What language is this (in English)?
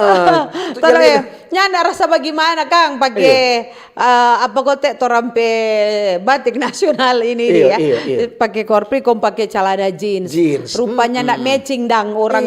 Manado Malay